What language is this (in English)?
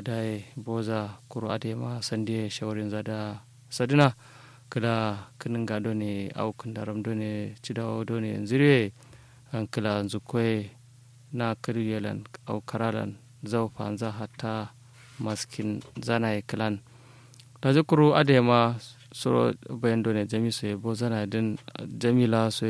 Kanuri